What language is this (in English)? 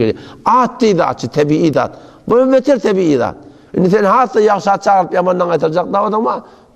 Turkmen